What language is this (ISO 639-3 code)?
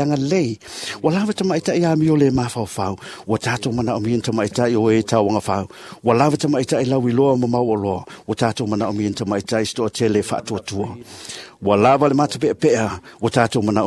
smo